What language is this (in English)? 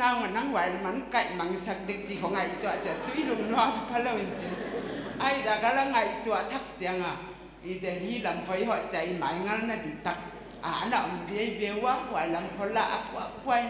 Paite Chin